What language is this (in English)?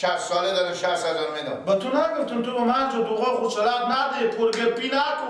Persian